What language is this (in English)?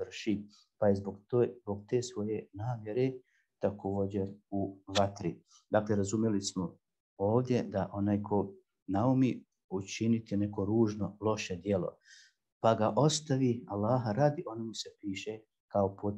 Bosnian